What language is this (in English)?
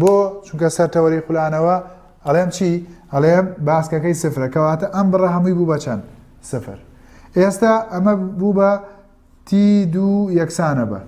Central Kurdish